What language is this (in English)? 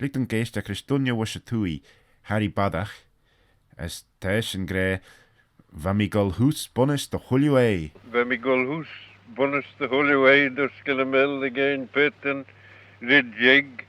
Manx